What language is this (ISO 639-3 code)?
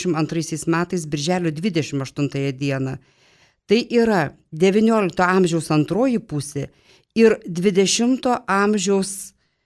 lit